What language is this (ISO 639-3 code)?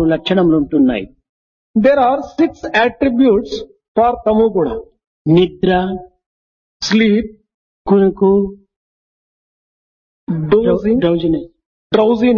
tel